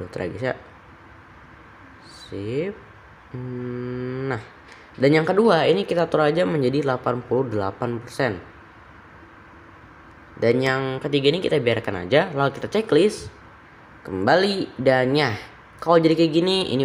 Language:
Indonesian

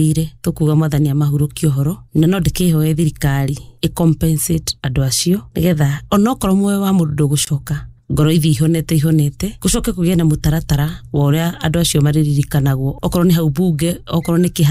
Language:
Kikuyu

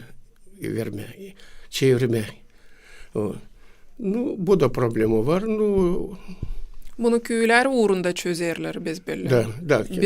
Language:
Gagauz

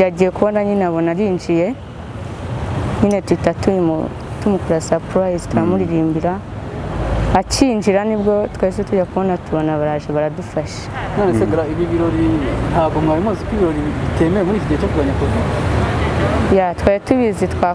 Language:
Kinyarwanda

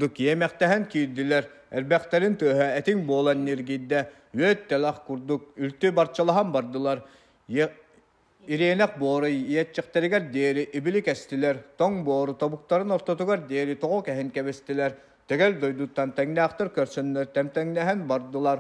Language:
Yakut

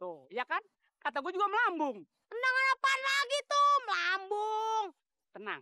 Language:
Betawi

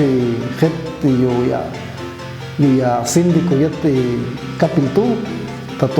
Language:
Popti'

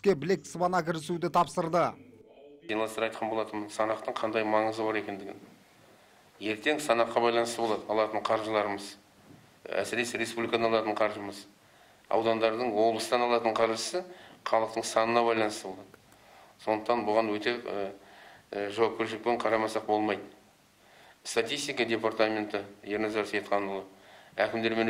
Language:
Kazakh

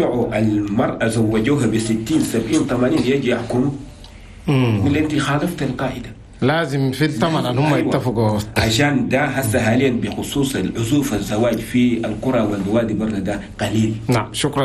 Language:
Chadian Arabic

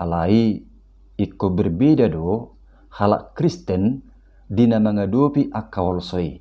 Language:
Batak Toba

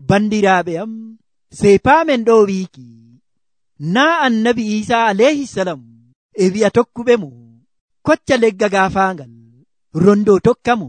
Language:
Nigerian Fulfulde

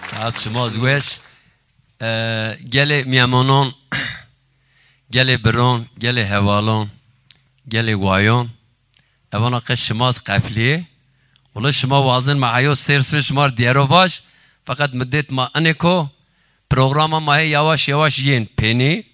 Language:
Zaza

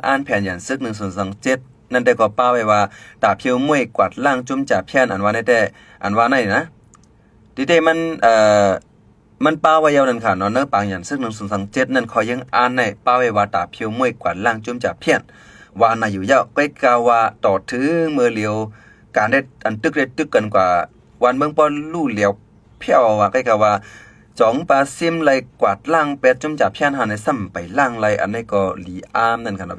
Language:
Shan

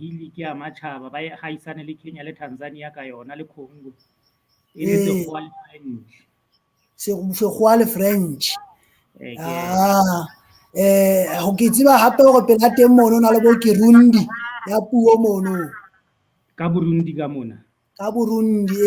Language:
Southern Sotho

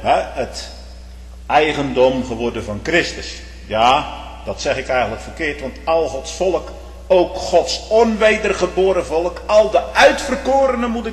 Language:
Dutch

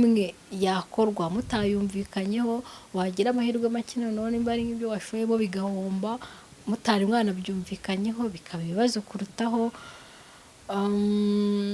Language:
Kinyarwanda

